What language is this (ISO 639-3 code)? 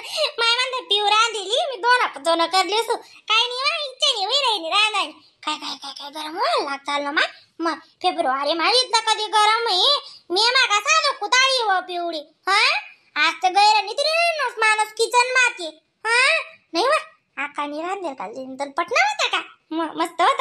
khn